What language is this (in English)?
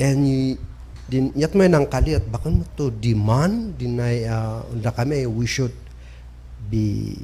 Kankanaey